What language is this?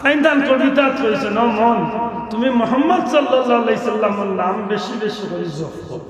Sylheti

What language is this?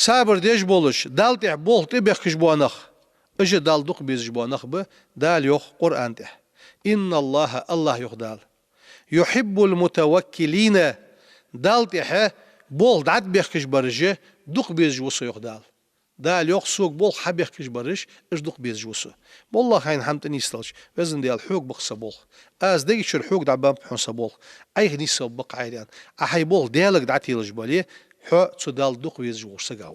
Ingush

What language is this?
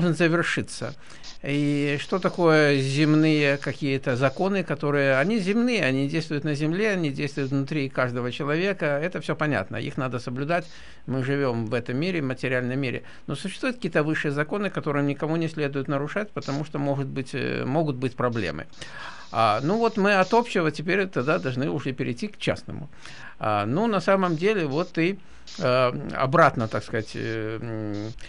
Russian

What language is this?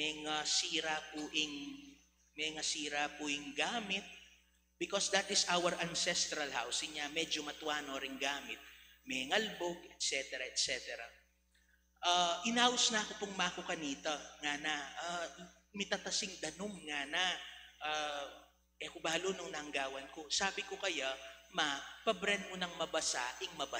Pampanga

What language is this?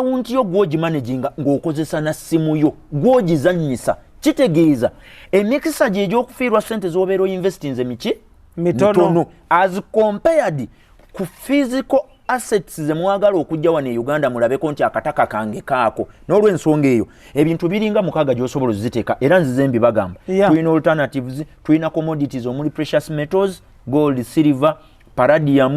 Ganda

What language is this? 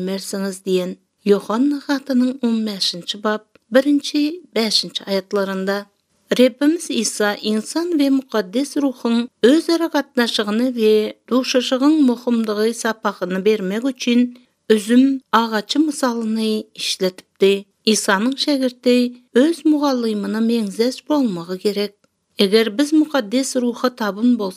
Turkmen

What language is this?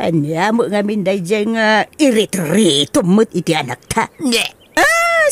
Iloko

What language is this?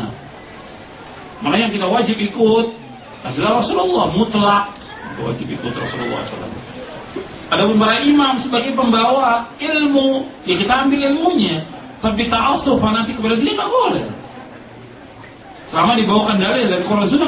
Indonesian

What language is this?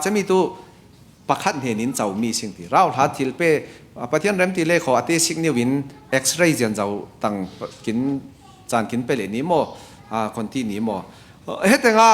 Falam Chin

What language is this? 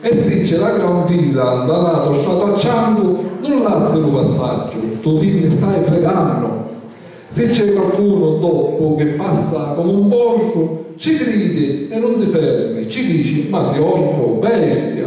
Sicilian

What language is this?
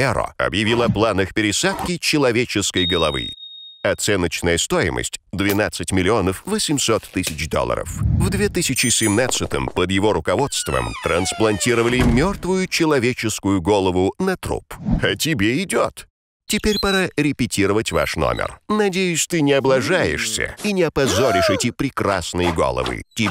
Russian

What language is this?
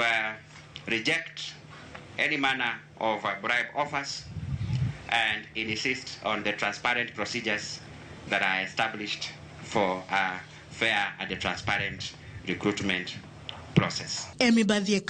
Luo (Kenya and Tanzania)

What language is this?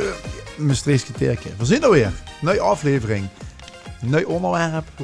Limburgish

